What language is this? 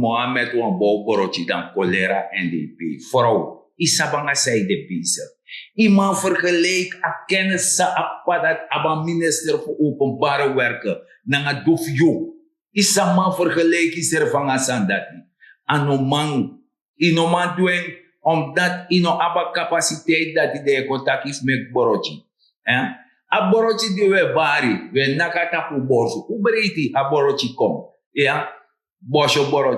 Sranan Tongo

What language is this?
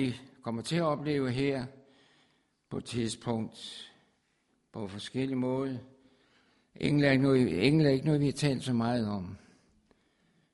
Danish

